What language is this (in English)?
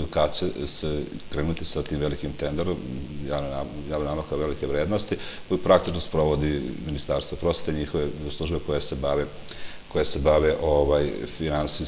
Serbian